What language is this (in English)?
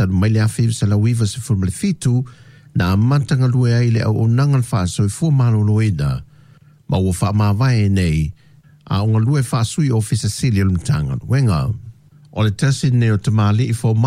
Samoan